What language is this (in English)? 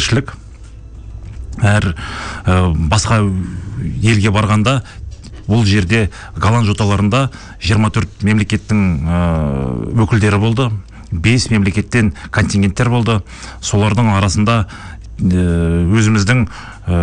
Kazakh